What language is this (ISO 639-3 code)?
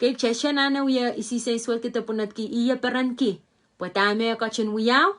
pon